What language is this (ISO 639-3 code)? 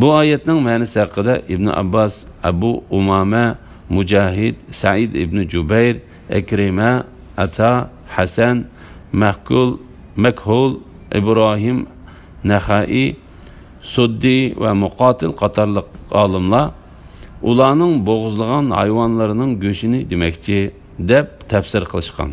uig